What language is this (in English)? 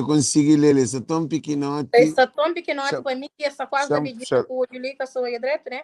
Kabuverdianu